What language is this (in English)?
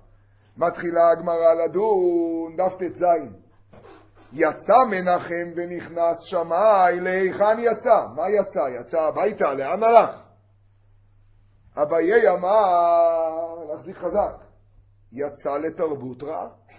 Hebrew